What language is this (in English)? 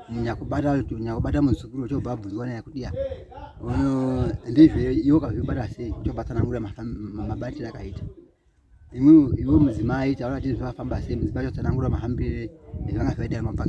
Shona